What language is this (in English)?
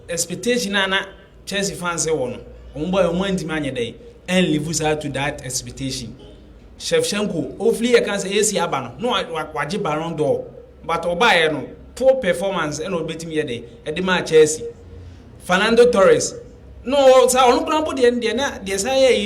Akan